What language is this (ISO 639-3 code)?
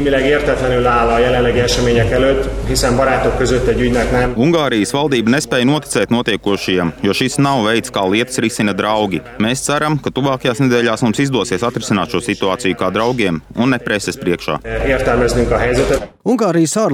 lav